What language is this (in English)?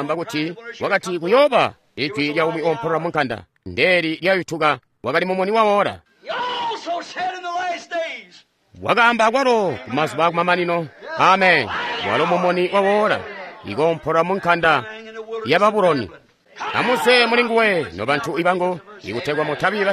Tonga (Zambia)